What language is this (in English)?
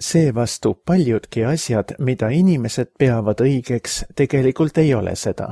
Estonian